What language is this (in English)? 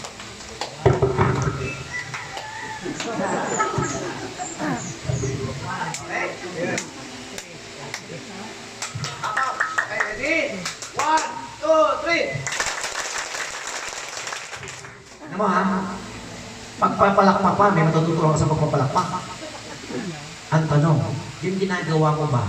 Filipino